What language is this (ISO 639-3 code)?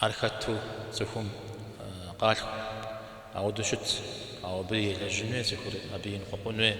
kbd